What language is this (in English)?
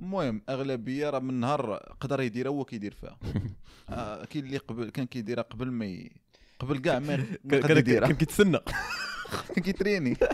Moroccan Arabic